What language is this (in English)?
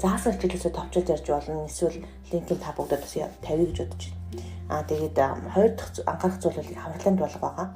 Mongolian